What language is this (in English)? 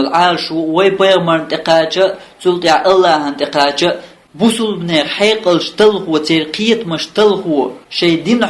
Chechen